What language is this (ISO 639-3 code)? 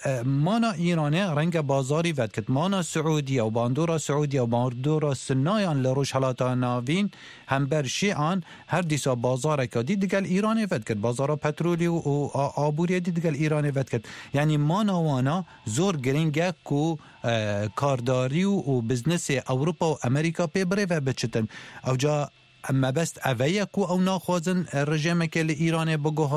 kur